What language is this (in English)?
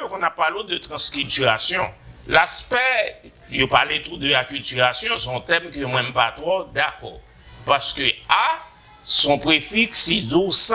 Haitian Creole